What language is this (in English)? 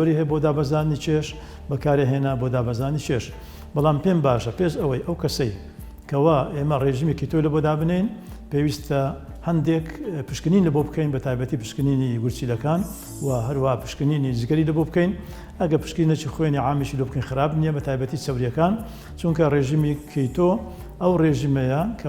Central Kurdish